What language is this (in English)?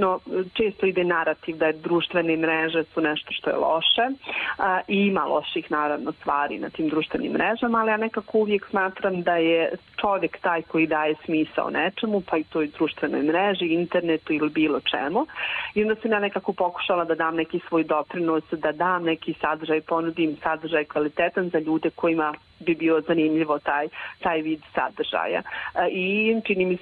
Bosnian